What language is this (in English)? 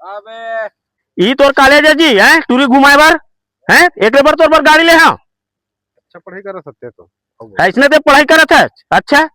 Chhattisgarhi